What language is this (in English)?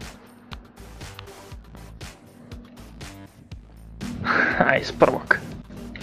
Croatian